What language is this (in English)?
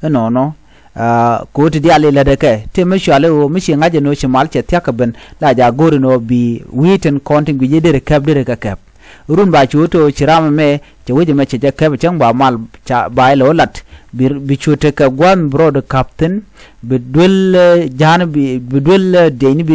Nuer